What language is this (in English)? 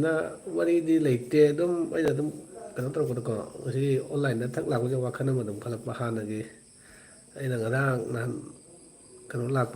Manipuri